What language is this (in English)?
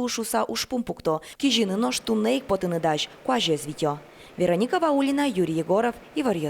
Udmurt